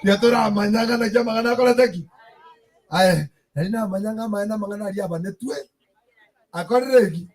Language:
Gusii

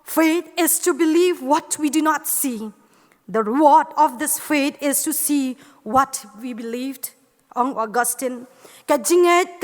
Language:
Khasi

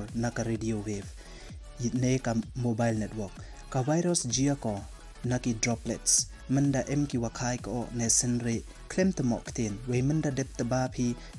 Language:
Pnar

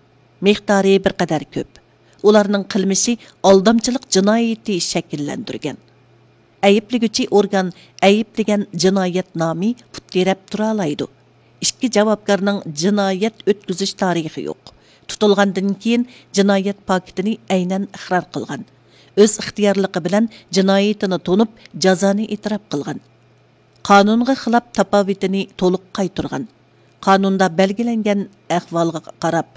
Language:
Uyghur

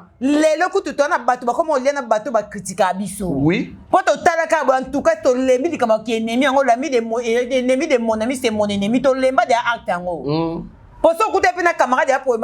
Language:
Lingala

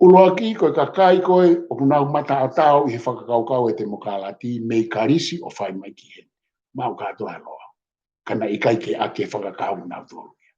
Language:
Tongan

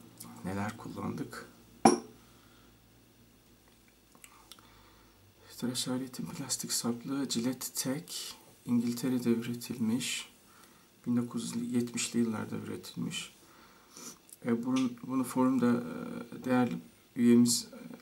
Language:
Turkish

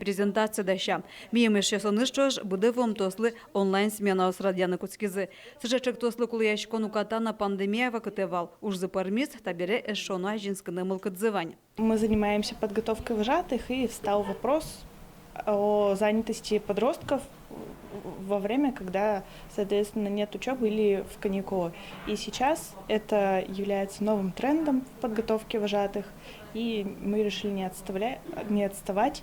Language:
Udmurt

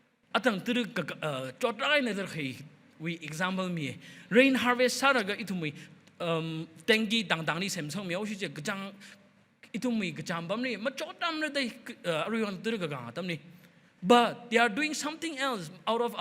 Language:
Tangkhul Naga (India)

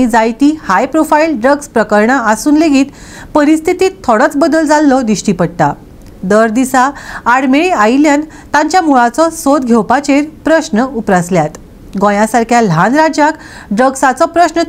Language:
Konkani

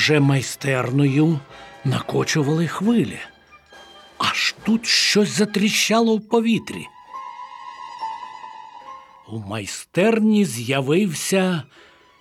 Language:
Ukrainian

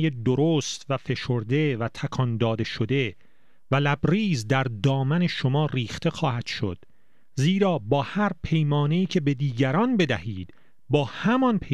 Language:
Persian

